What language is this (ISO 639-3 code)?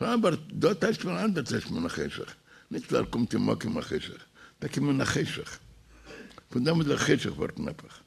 yid